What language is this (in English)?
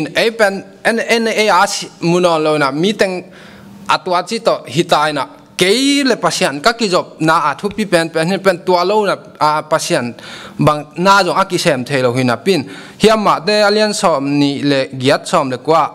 Tedim Chin